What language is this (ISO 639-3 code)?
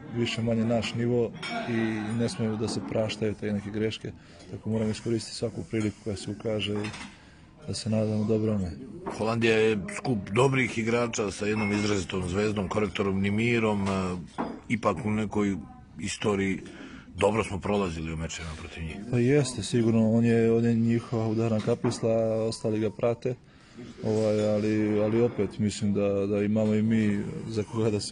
srp